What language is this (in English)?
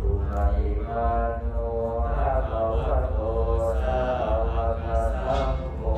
Pali